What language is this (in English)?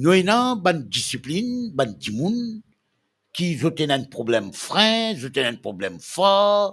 Morisyen